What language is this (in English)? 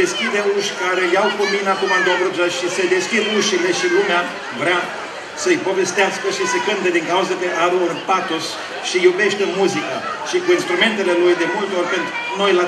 Romanian